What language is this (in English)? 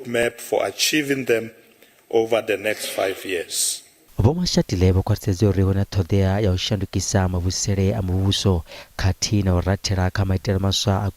Venda